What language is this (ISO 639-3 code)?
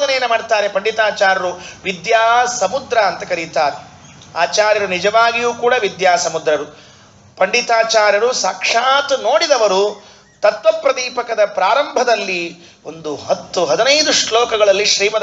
kan